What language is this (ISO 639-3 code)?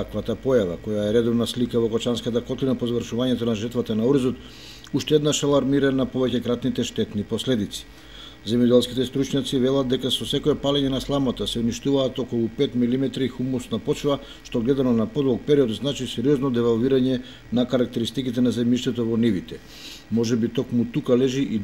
mkd